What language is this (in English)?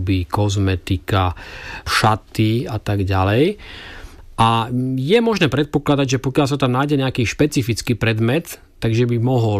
Slovak